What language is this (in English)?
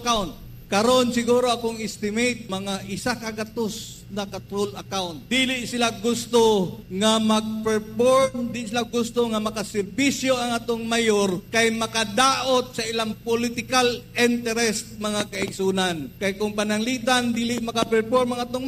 Cebuano